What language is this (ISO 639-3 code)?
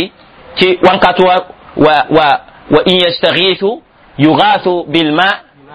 mos